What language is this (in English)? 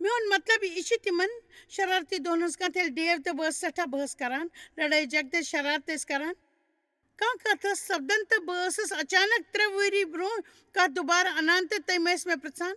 Kashmiri